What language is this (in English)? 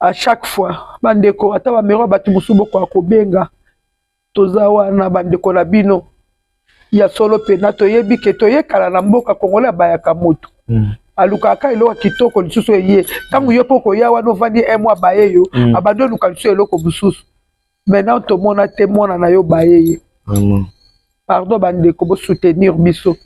Lingala